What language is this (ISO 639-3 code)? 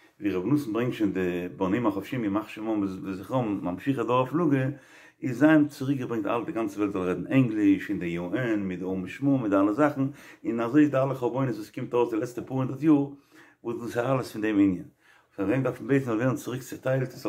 yid